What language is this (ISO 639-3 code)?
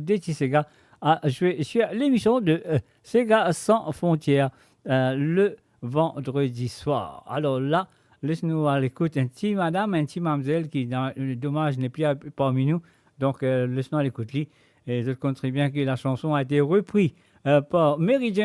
mfe